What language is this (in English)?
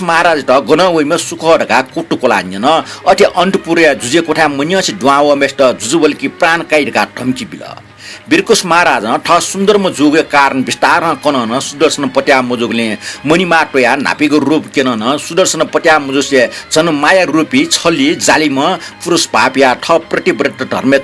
Newari